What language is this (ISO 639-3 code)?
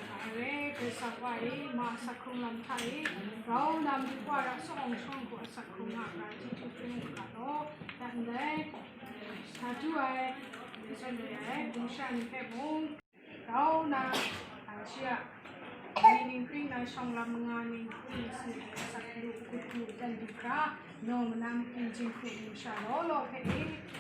kac